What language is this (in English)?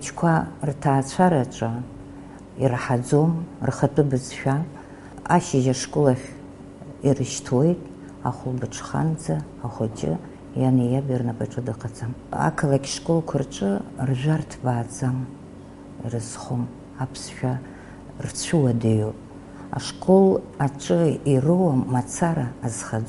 Abkhazian